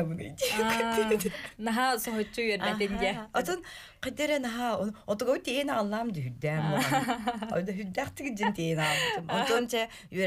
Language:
Yakut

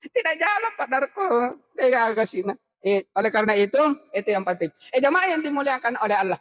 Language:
Buginese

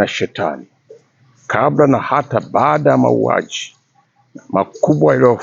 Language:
Swahili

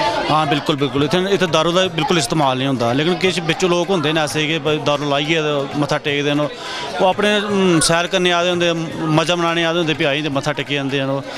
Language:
Dogri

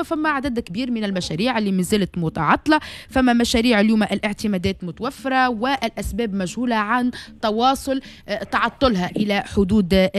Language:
Tunisian Arabic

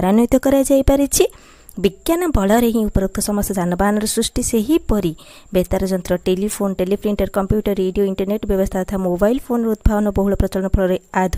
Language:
Odia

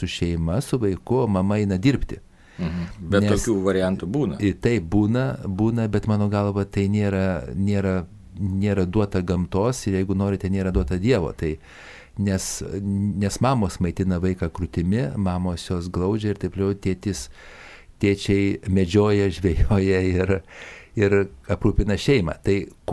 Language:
Lithuanian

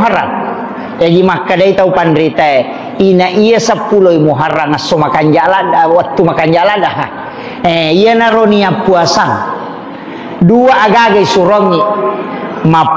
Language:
Buginese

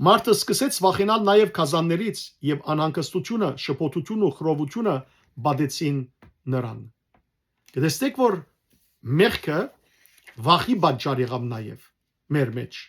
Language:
Western Armenian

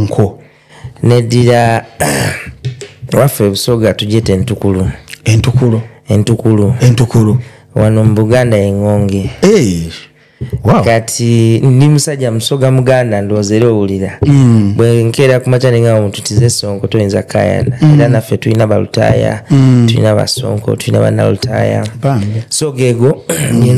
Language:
Ganda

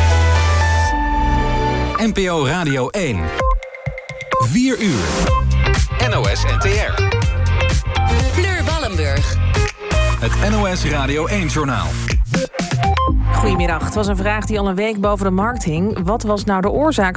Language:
Dutch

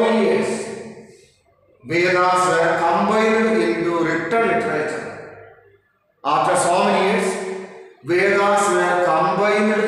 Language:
English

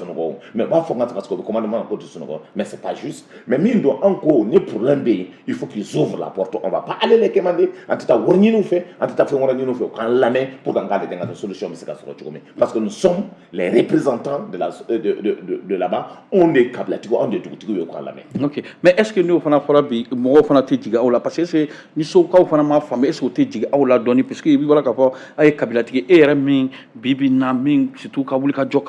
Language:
Bambara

